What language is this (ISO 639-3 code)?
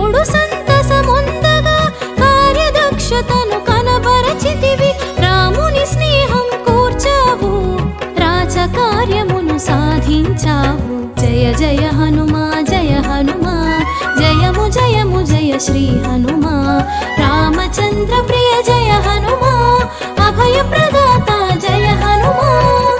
tel